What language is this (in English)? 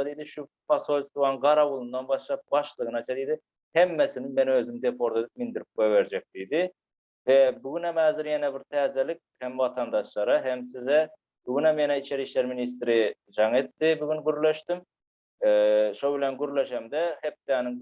Turkmen